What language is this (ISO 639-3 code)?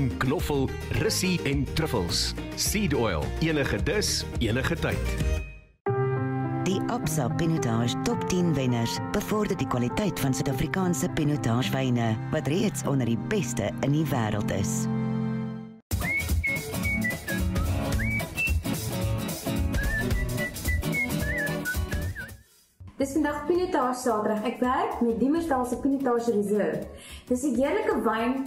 afr